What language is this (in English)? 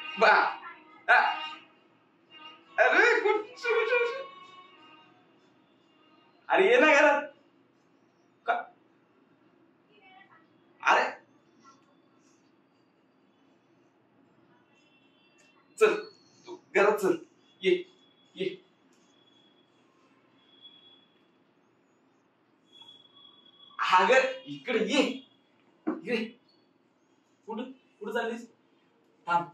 Marathi